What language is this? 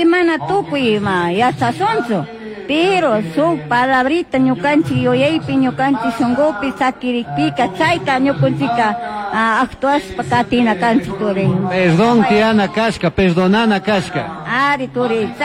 Chimborazo Highland Quichua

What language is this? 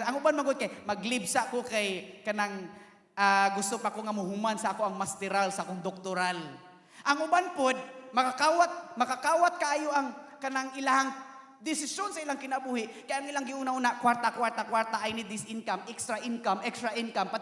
Cebuano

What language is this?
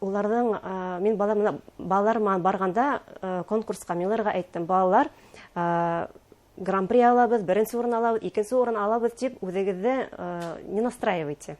Bashkir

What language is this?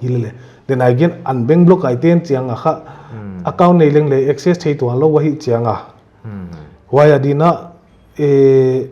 Paite Chin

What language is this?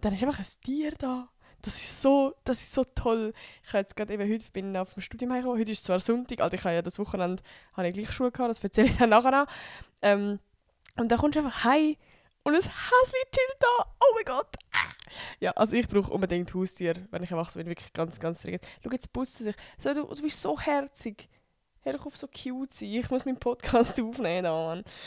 Swiss German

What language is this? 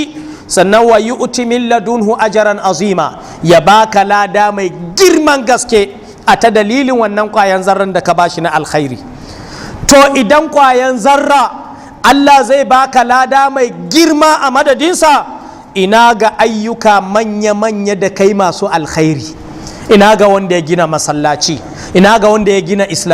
Hausa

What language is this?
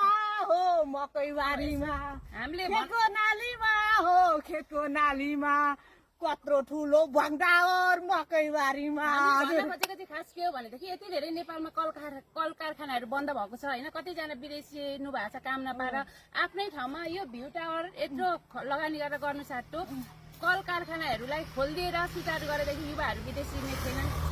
Nepali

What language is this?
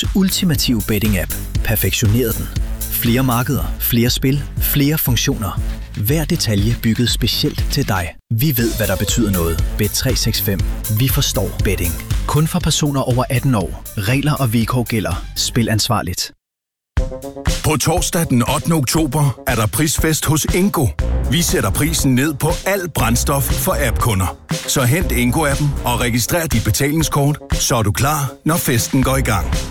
Danish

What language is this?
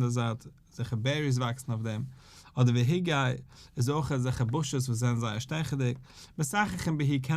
Yiddish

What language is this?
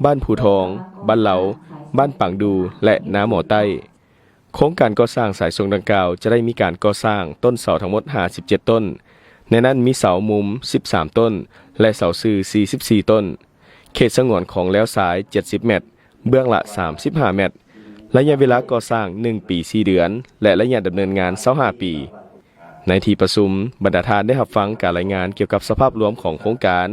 Lao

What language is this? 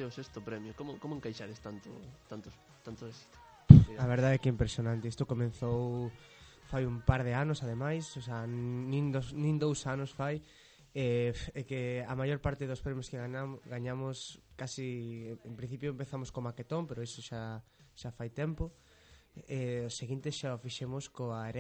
Galician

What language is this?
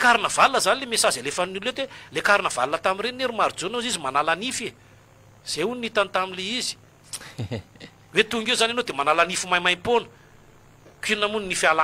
Malagasy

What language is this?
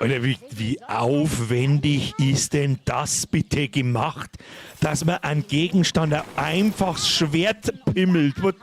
Bavarian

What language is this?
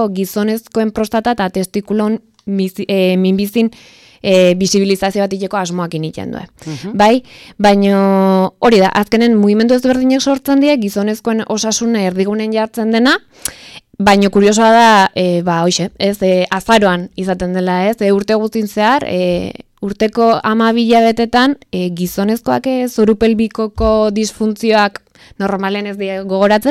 Basque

